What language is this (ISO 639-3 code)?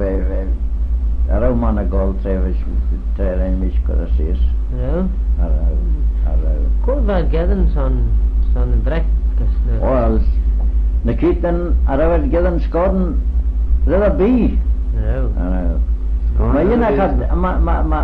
glv